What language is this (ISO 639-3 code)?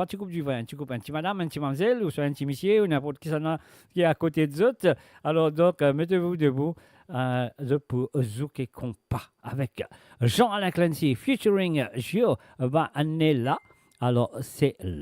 mfe